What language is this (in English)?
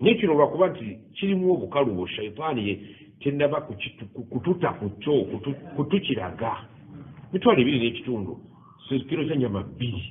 Ganda